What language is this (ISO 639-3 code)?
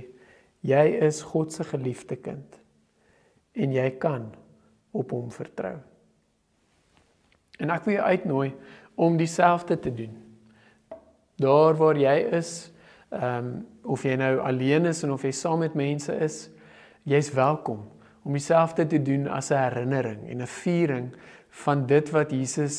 afr